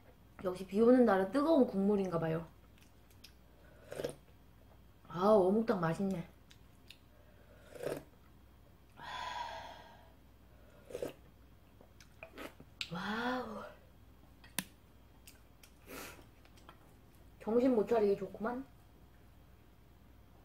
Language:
Korean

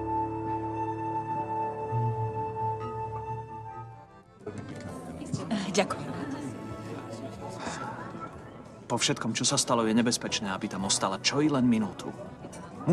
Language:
Slovak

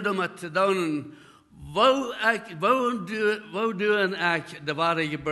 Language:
Plautdietsch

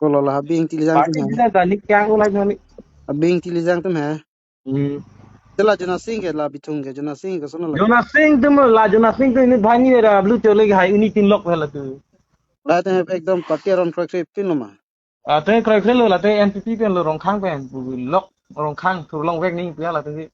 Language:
Karbi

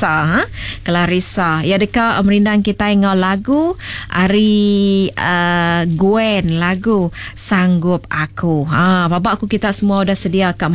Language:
Iban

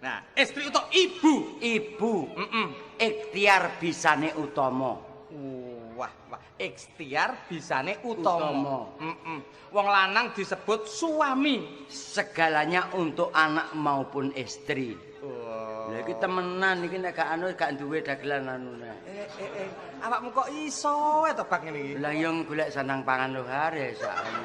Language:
Javanese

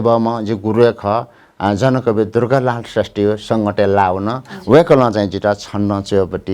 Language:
Newari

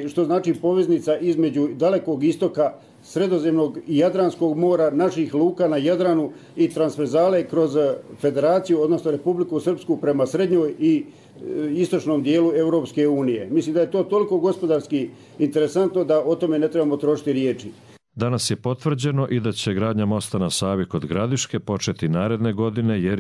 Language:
Serbian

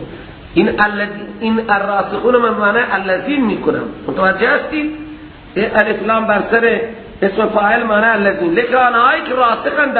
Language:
Persian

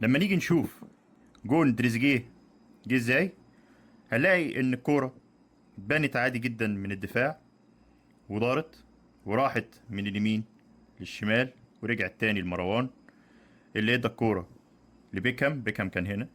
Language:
Egyptian Arabic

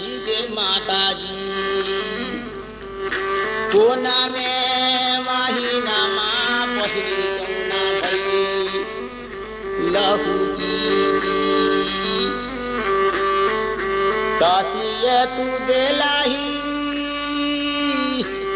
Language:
Bhojpuri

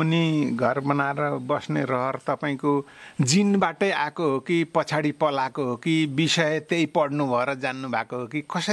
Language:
Nepali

